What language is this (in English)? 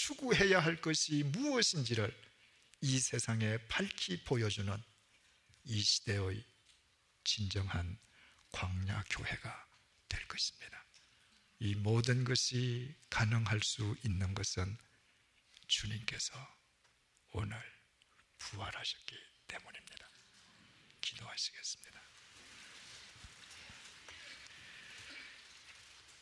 Korean